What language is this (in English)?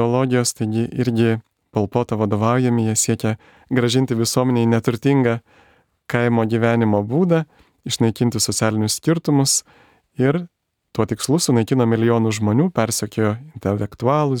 Lithuanian